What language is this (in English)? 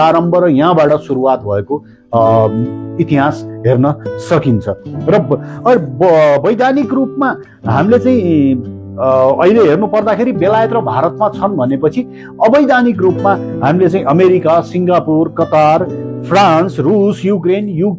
Nepali